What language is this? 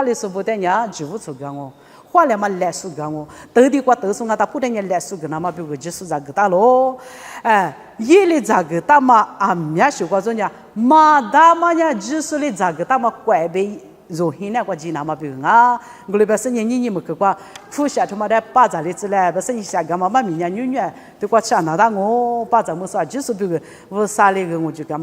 Lisu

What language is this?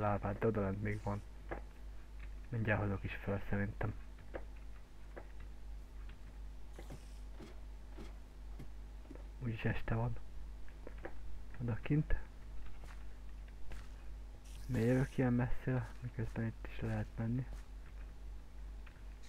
Hungarian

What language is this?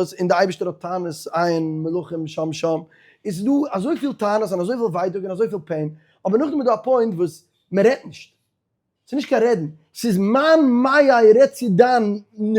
Yiddish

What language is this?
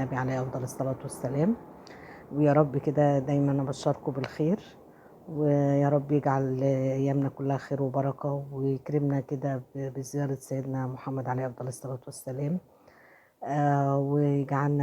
Egyptian Arabic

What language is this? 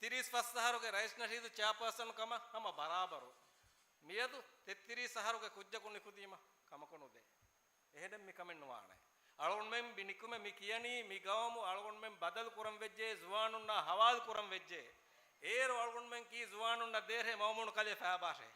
Divehi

